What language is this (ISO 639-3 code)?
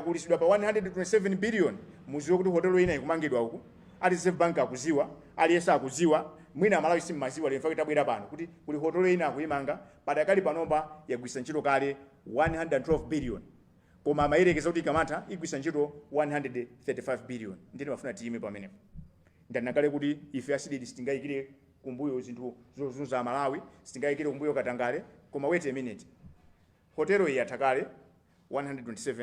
nya